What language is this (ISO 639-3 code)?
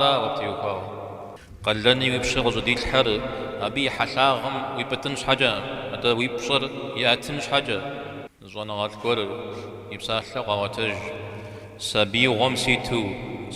kbd